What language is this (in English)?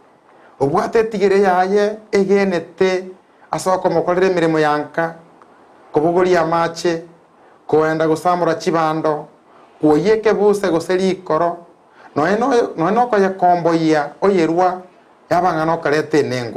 Gusii